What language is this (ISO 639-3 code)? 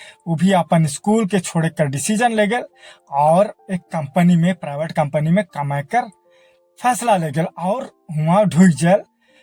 sck